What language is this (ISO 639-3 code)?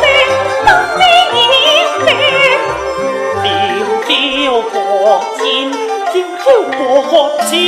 cpx